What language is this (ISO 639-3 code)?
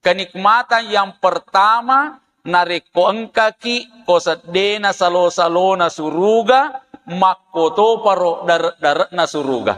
bug